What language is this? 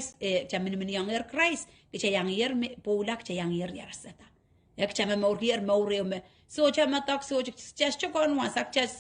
Pohnpeian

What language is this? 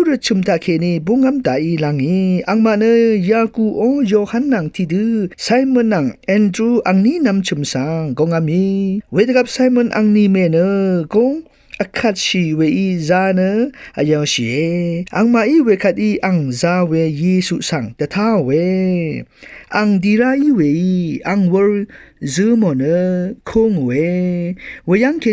Rawang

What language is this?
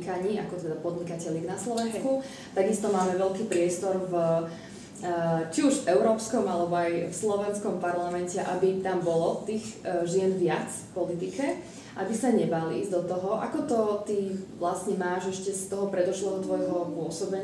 Slovak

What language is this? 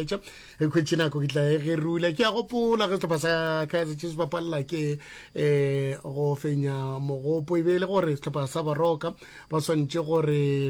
Northern Sotho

